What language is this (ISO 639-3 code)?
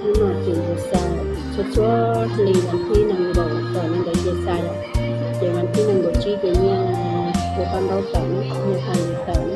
hmn